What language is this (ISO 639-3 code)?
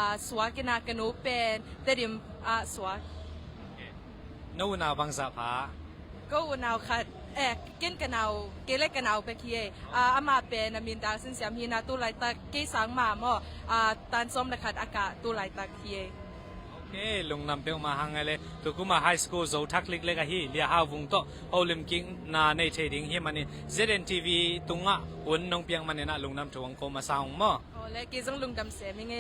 ctd